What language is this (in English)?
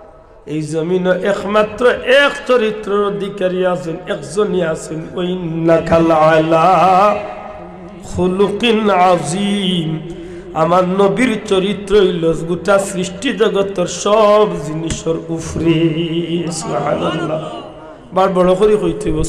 Sylheti